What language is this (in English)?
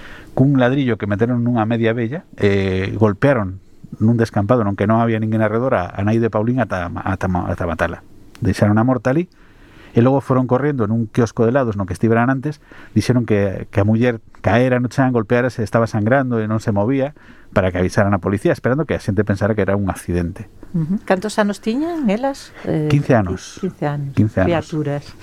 Galician